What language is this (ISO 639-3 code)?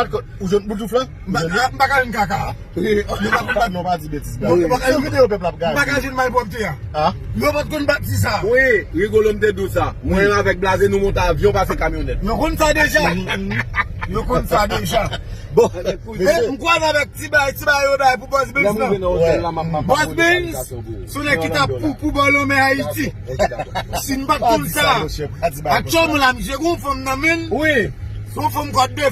hat